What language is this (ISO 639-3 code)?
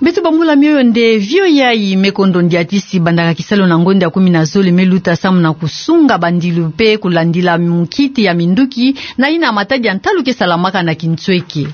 ktu